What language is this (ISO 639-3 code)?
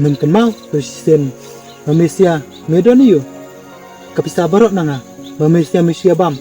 kha